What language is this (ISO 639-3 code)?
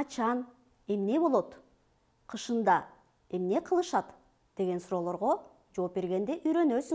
kir